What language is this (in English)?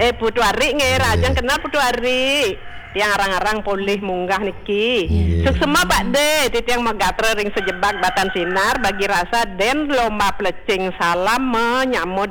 Balinese